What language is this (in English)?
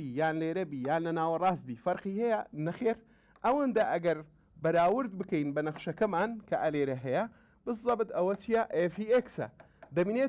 Central Kurdish